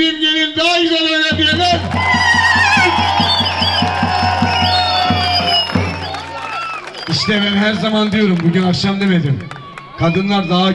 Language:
Turkish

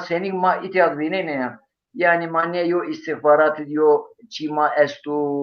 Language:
Zaza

